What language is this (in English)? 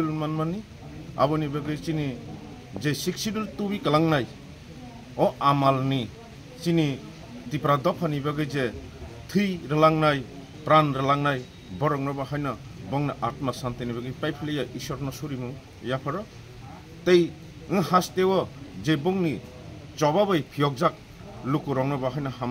Kok Borok